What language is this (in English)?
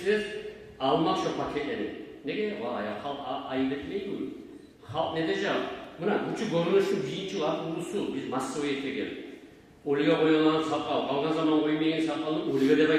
Kumyk